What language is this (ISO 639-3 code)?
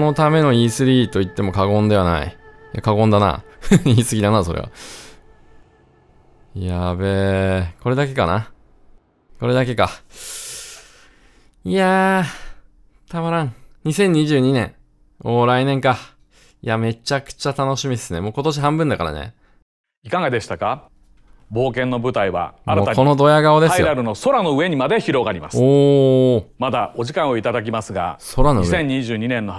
jpn